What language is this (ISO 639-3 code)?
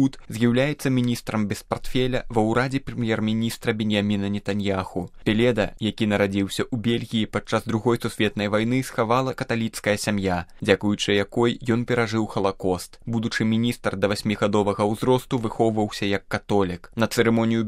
bel